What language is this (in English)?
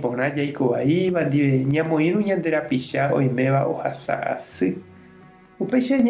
Guarani